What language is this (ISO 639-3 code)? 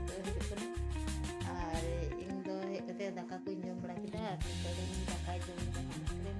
sat